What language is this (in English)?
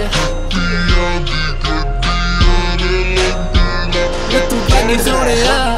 Punjabi